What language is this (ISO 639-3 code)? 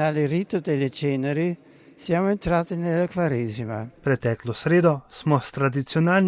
slv